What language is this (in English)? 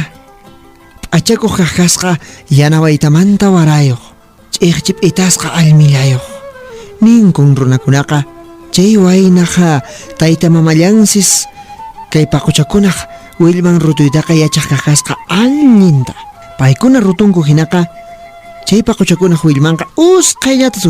Quechua